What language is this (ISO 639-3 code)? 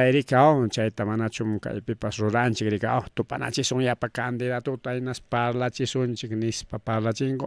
quy